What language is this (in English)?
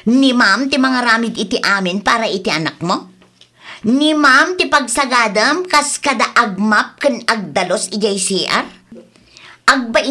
Iloko